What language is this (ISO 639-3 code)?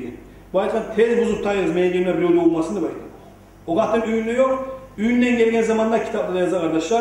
kum